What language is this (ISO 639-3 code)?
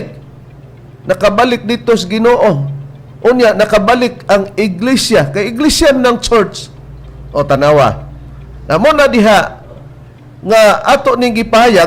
ceb